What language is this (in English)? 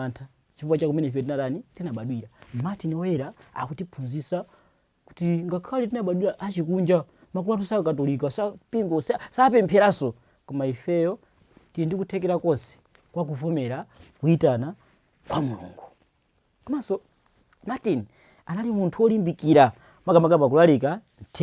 Nyanja